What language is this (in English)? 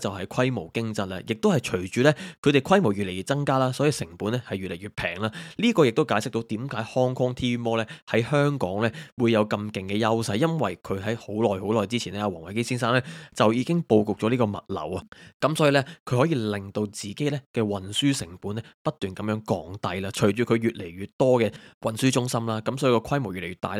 Cantonese